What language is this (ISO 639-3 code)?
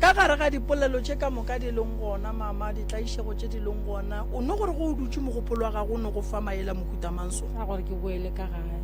nso